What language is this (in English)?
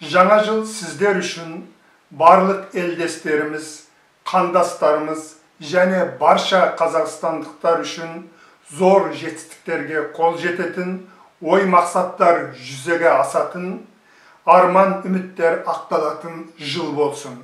Kazakh